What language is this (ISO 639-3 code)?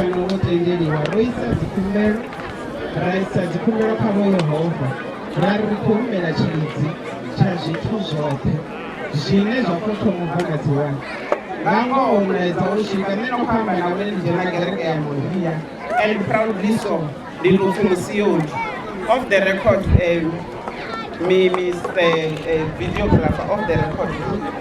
ven